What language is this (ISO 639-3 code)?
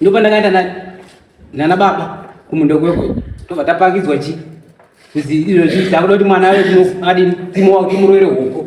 sna